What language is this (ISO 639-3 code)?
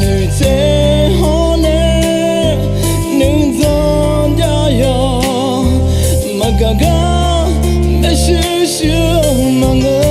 ahk